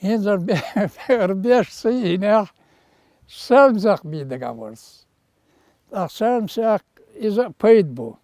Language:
Chechen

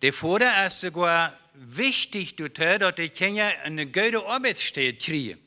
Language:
Plautdietsch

